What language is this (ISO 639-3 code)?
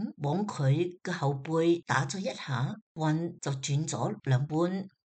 yue